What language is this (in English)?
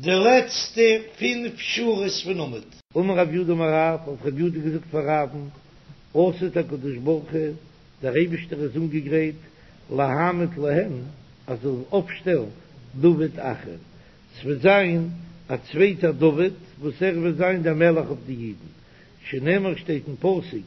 Yiddish